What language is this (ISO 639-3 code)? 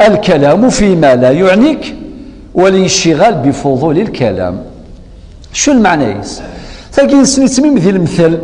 kab